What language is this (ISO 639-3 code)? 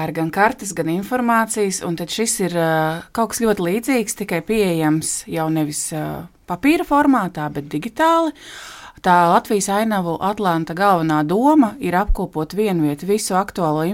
lav